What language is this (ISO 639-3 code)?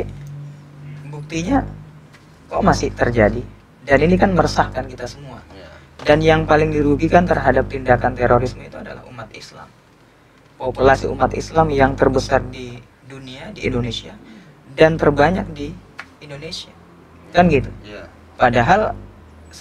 ind